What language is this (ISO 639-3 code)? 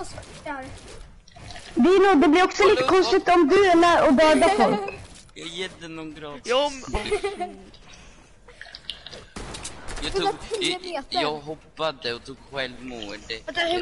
swe